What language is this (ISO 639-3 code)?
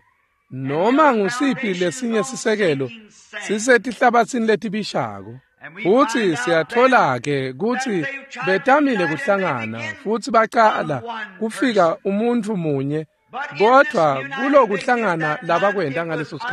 ssw